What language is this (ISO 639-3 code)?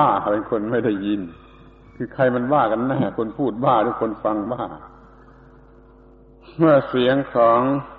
tha